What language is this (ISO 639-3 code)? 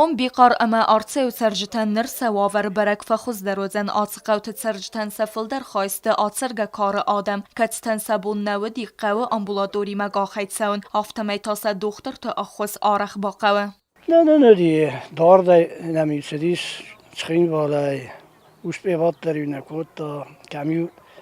oss